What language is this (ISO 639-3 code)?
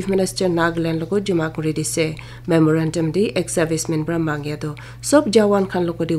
nag